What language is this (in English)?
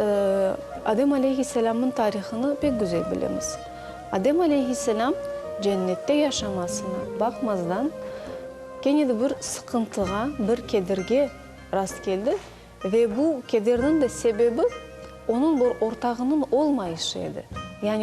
Crimean Tatar